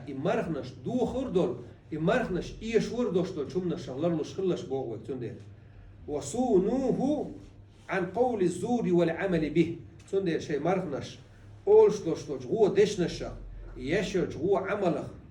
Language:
Chechen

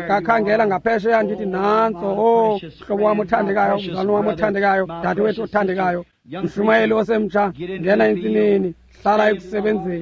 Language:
Xhosa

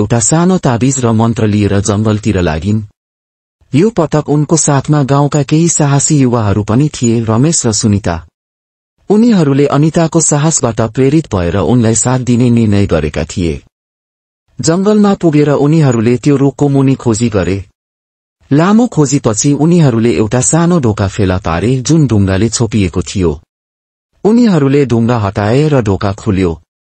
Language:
Nepali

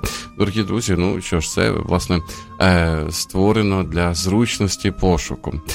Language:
Ukrainian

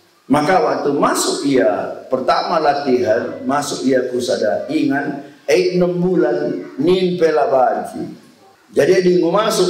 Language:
Batak Karo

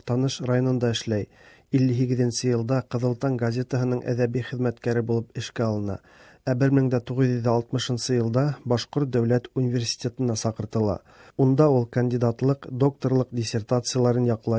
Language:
Tatar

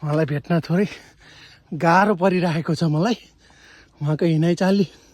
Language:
Nepali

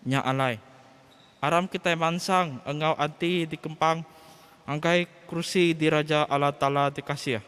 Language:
Iban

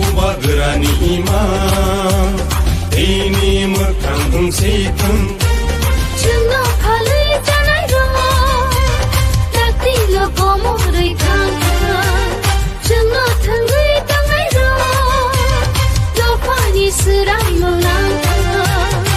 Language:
Kok Borok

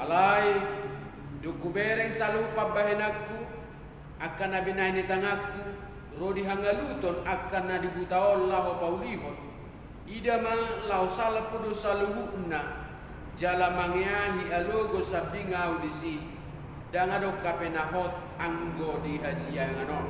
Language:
Batak Toba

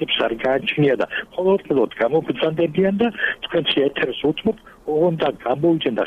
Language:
Georgian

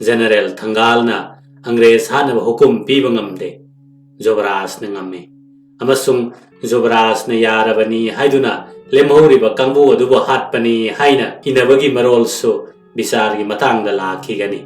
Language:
Manipuri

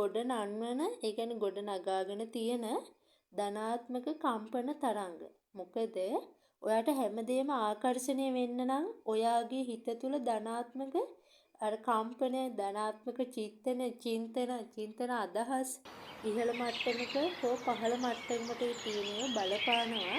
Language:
Sinhala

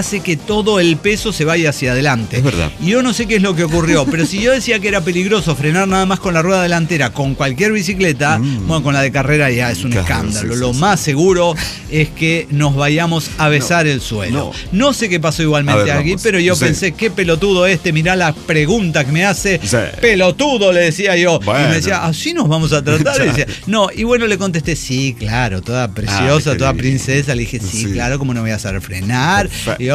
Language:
Spanish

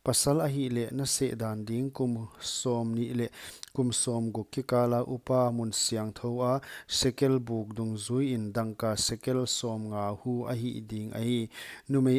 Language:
Paite Chin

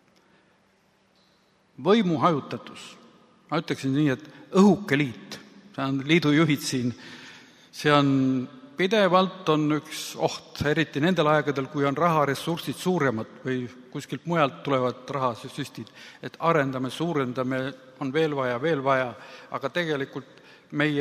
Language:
Estonian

